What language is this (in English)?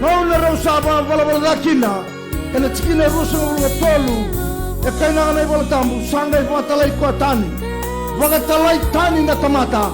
Fijian